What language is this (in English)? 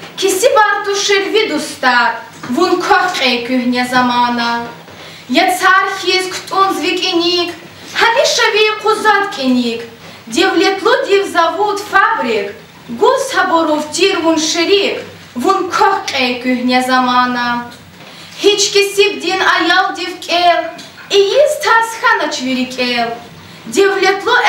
Lezghian